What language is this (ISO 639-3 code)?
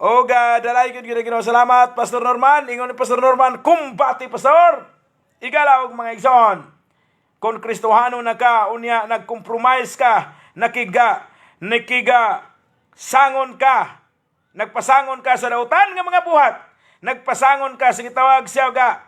ceb